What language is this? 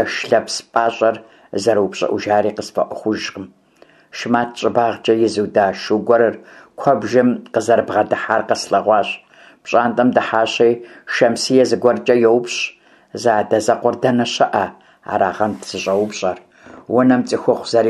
Kabardian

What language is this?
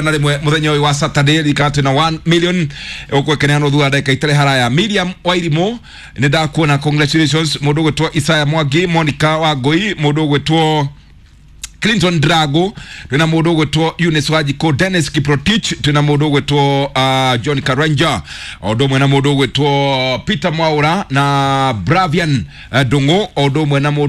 Kikuyu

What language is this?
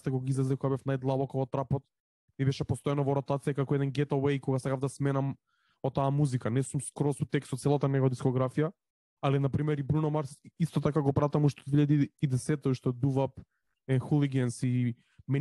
Macedonian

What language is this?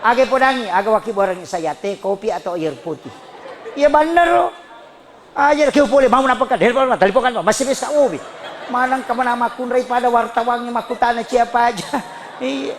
Buginese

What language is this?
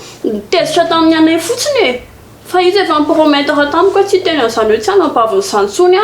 Malagasy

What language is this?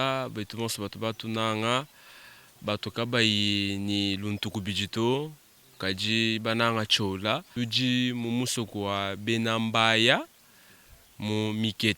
Luba-Lulua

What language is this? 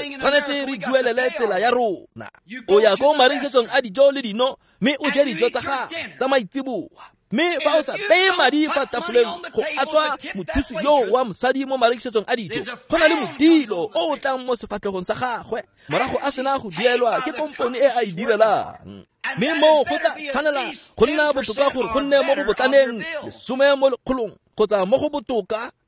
Tswana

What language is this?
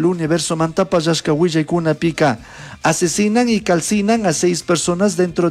Chimborazo Highland Quichua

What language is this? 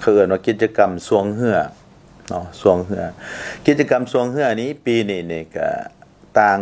Lao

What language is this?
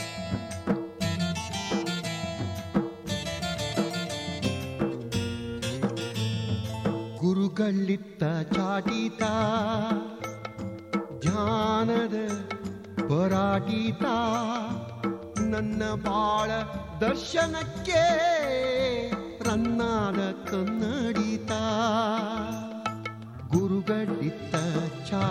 Kannada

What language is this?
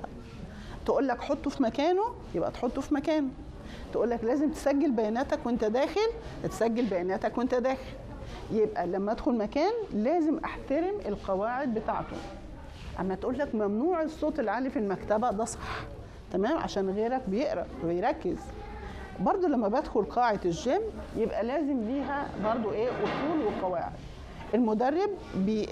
Egyptian Arabic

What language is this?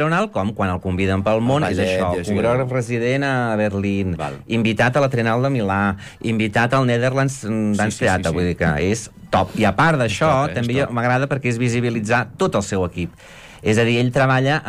Catalan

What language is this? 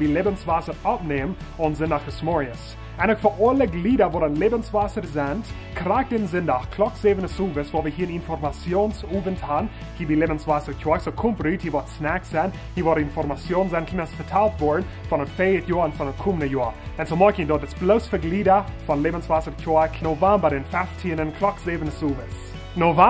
Plautdietsch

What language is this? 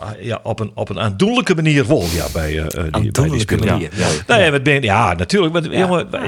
Western Frisian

